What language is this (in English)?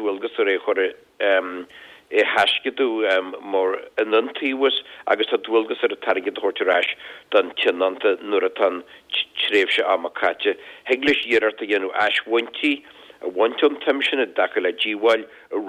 Irish